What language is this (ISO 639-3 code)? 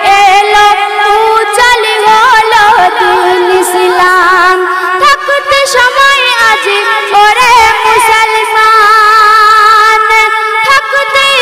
ben